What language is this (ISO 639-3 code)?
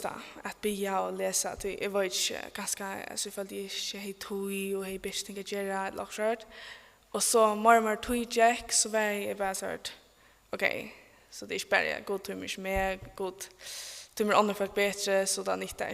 fao